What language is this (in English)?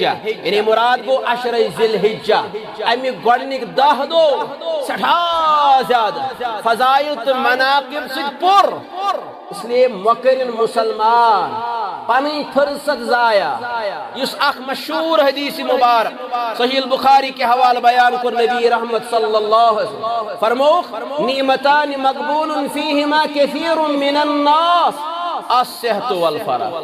Kashmiri